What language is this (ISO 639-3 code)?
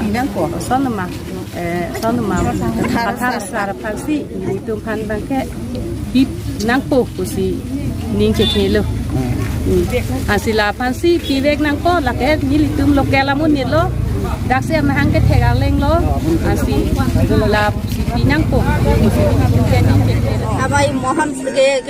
mjw